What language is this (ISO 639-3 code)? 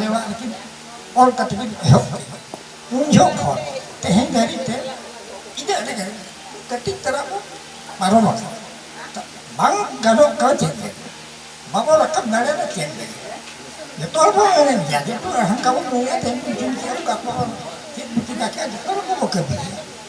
sat